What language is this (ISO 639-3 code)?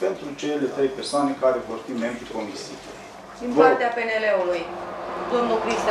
ron